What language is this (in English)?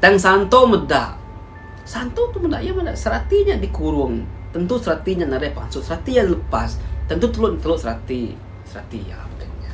Iban